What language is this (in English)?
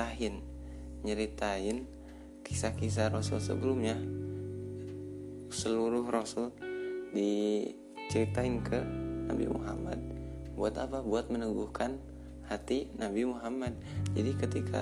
Indonesian